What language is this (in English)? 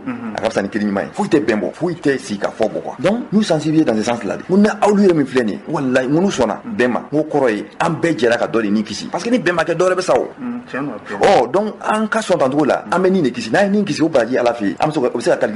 Bambara